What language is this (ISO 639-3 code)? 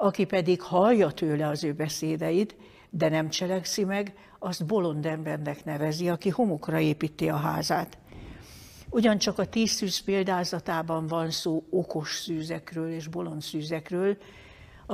hun